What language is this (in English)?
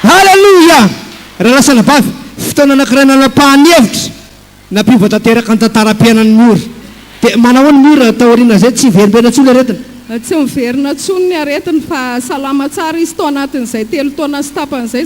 Malagasy